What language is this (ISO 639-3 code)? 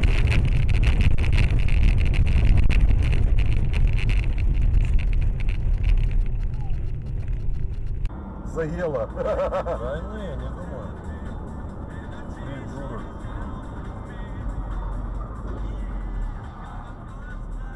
rus